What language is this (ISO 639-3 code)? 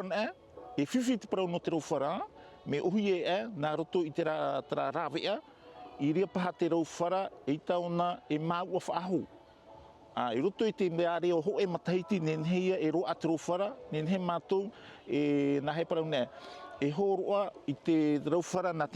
tah